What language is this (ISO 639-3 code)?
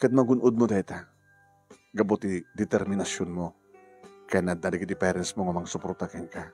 ilo